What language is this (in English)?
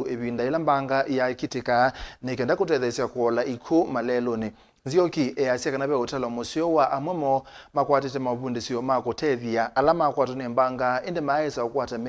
Kamba